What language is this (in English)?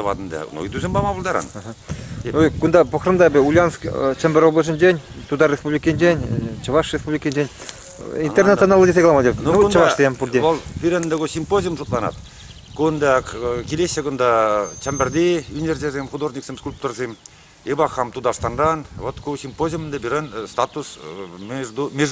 Chuvash